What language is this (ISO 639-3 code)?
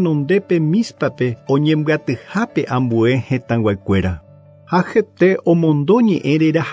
grn